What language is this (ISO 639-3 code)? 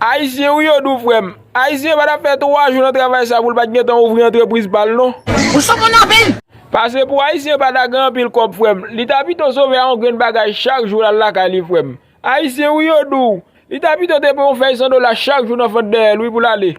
hat